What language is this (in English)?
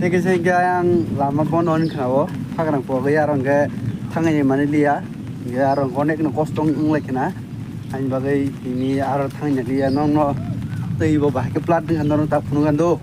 Kok Borok